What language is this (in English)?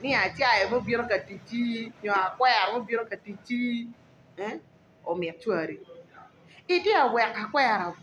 Acoli